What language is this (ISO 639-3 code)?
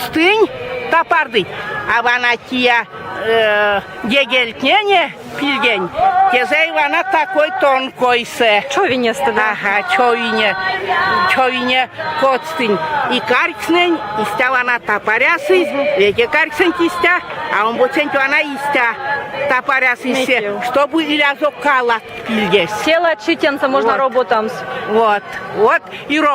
myv